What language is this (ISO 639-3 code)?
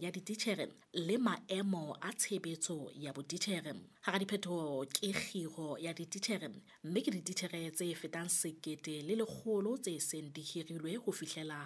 sot